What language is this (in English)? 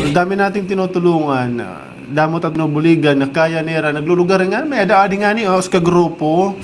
Waray